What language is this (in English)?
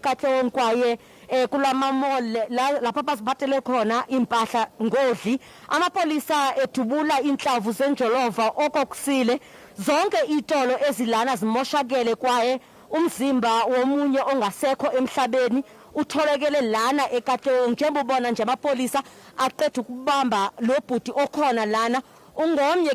Zulu